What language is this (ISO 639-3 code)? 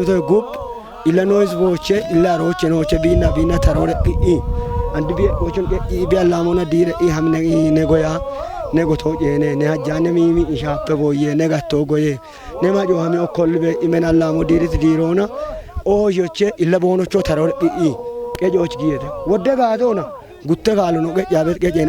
kbr